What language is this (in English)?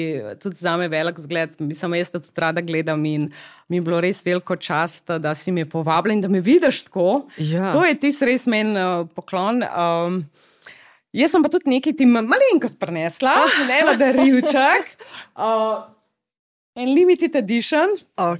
Slovenian